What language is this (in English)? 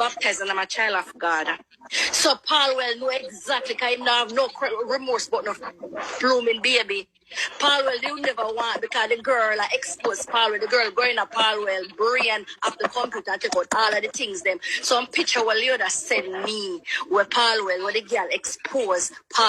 Jamaican Creole English